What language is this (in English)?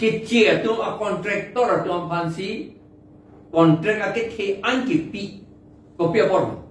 Karbi